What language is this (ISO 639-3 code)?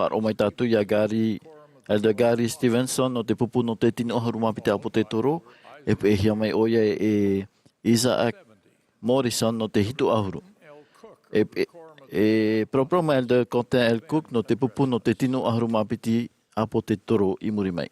tah